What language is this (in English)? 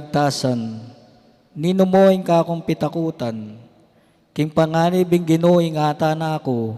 Pampanga